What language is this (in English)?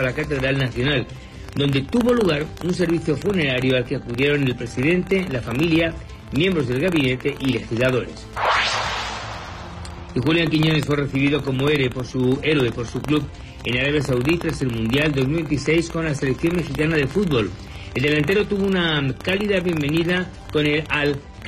Spanish